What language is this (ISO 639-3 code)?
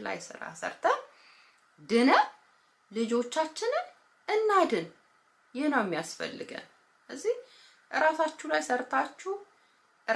amh